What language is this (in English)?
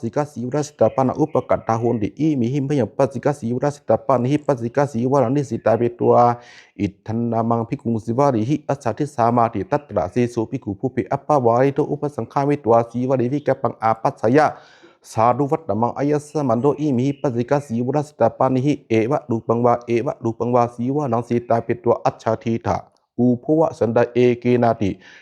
Pali